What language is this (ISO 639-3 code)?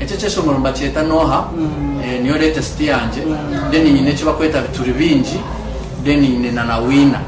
nyn